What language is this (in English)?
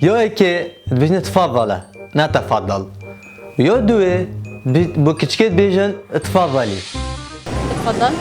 Kurdish